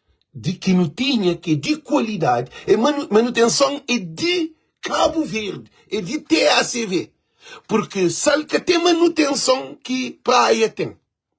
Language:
Kabuverdianu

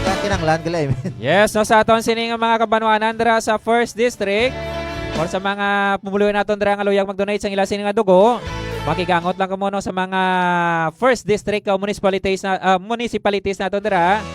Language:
Hiligaynon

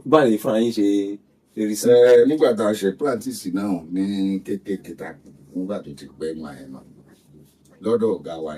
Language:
Yoruba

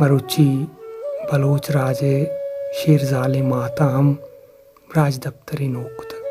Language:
Baluchi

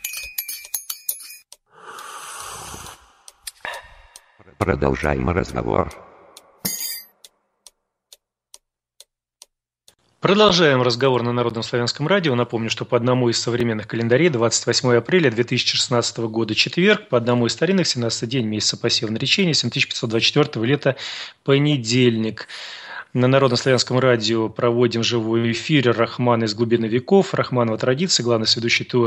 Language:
Russian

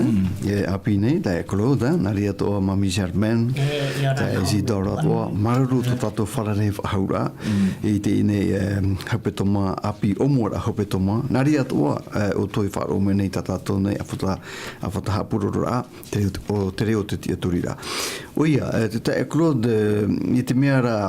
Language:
Tahitian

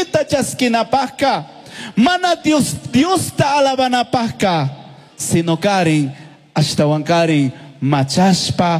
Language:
Chimborazo Highland Quichua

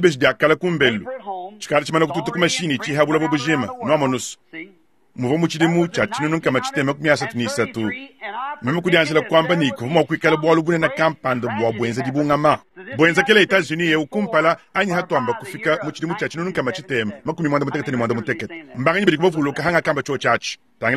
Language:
Luba-Lulua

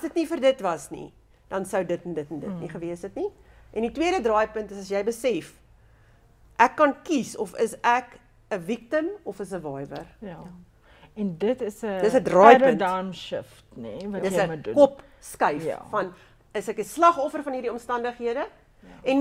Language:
Afrikaans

